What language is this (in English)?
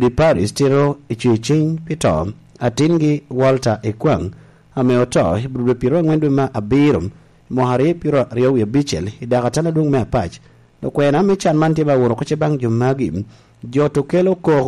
Lango (Uganda)